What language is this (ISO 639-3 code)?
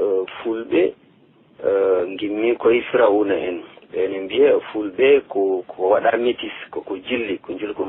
ful